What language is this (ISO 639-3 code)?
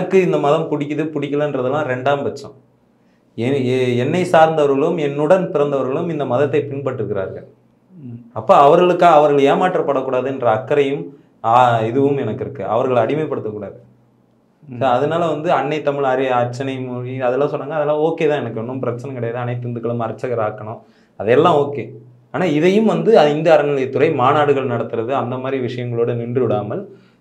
tam